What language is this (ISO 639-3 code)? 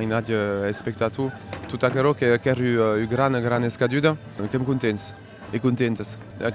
oci